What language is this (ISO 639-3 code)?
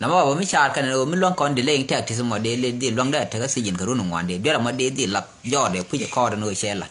nus